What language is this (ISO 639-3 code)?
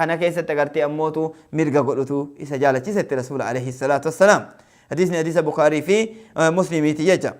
orm